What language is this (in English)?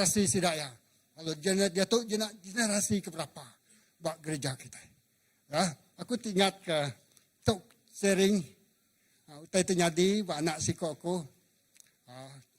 Iban